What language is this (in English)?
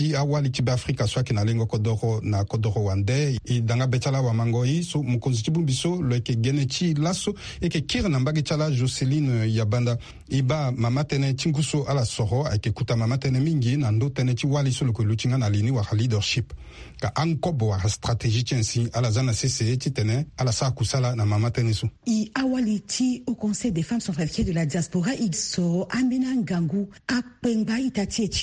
Sango